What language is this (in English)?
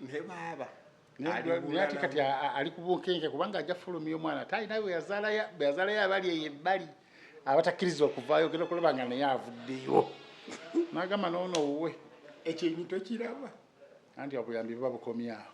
Ganda